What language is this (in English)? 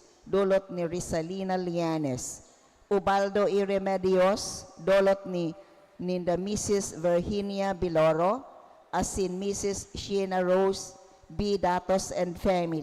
Bikol